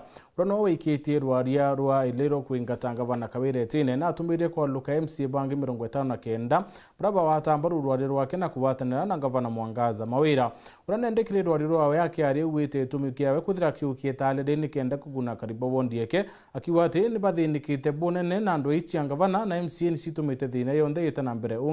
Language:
Meru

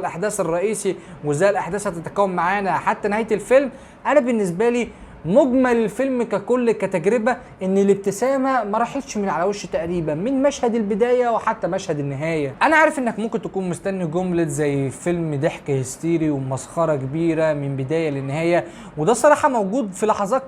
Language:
Egyptian Arabic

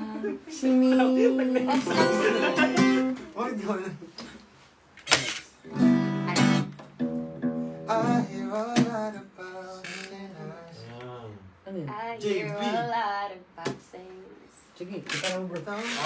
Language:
Filipino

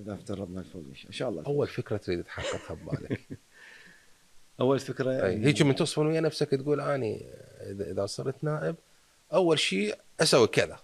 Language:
Mesopotamian Arabic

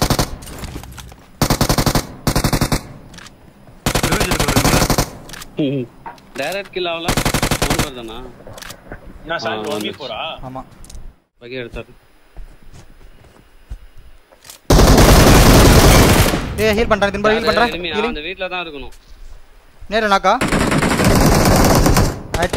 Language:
Tamil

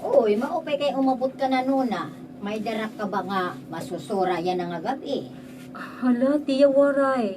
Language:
Waray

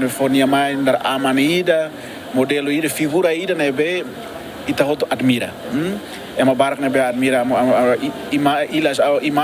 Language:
Tetum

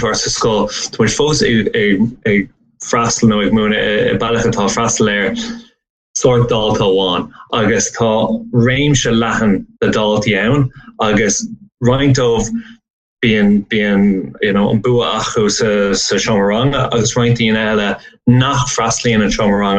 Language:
Irish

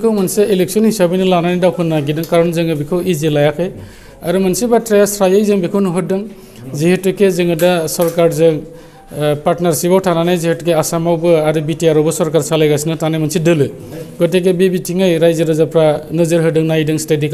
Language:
Bodo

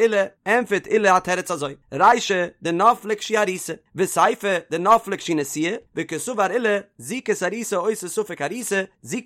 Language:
Yiddish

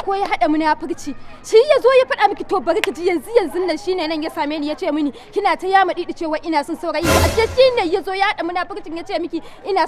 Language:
Hausa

